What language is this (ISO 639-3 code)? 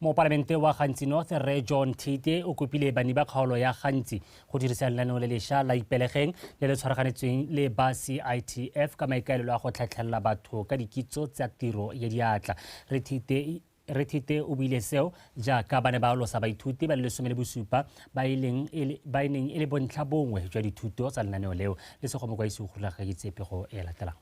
tsn